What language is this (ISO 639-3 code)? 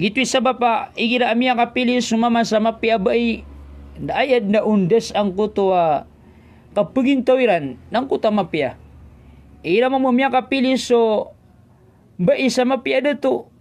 mrw